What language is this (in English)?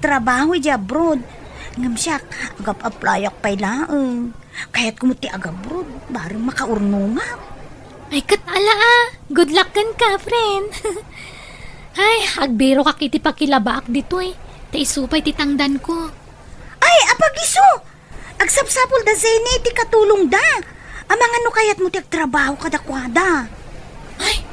Iloko